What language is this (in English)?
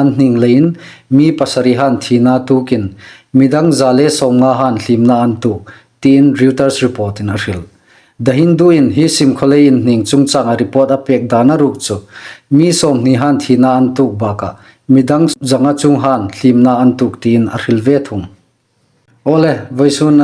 Hmar